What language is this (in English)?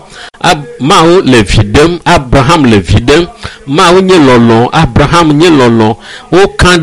Ewe